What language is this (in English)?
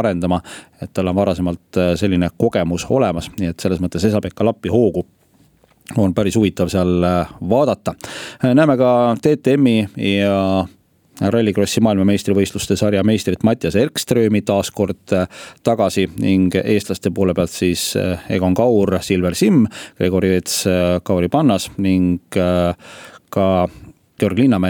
Estonian